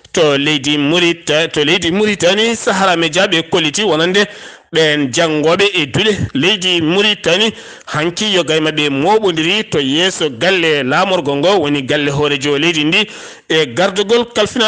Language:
Fula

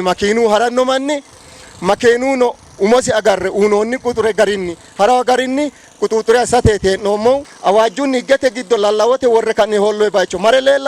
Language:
Sidamo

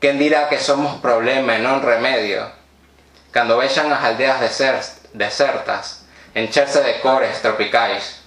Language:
Galician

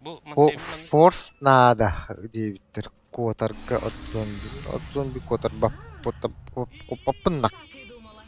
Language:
Yakut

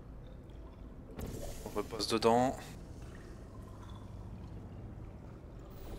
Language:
French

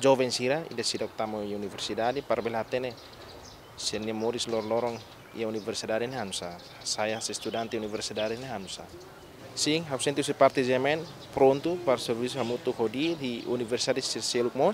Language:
Tetum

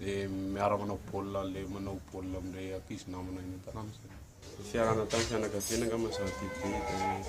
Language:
Malagasy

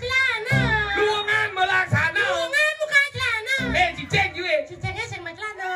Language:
Balinese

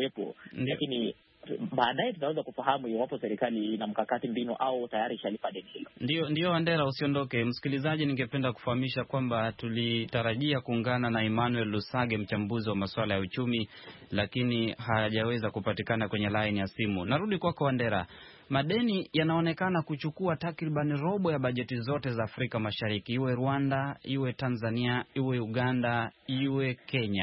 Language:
Swahili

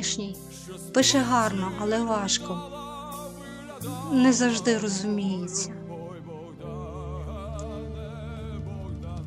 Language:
Ukrainian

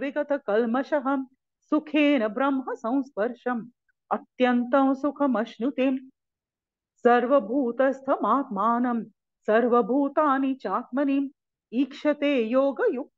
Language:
Sanskrit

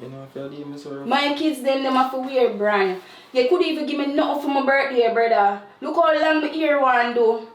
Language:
Jamaican Creole English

